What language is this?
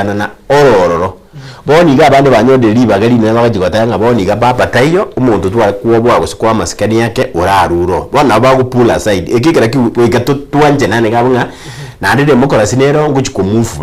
Gusii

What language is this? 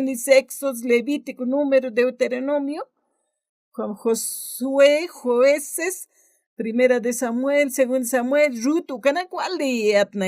Aymara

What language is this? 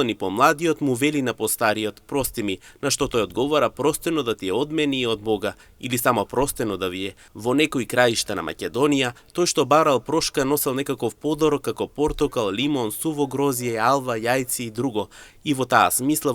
Macedonian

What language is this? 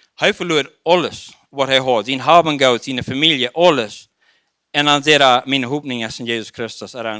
Plautdietsch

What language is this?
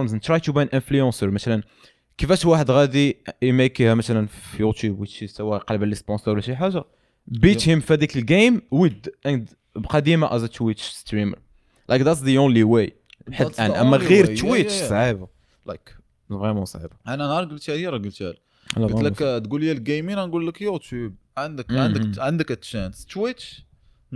Moroccan Arabic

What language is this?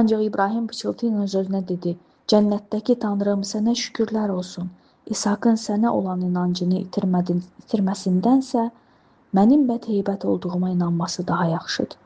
Azerbaijani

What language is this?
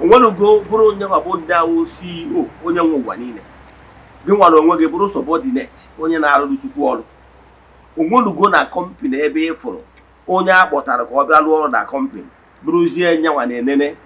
Igbo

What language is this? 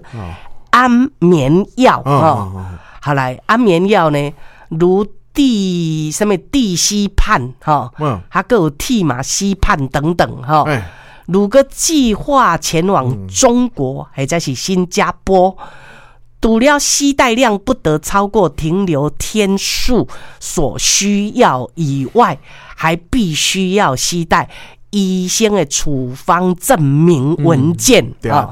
Min Nan Chinese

